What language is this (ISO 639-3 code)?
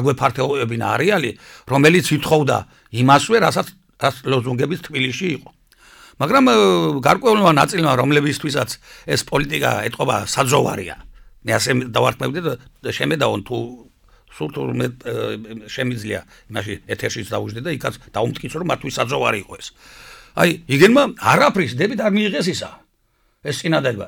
kat